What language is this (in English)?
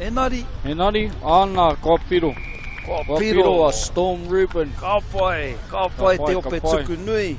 Māori